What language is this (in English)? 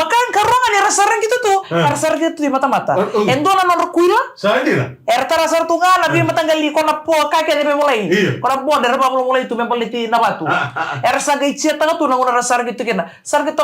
Fijian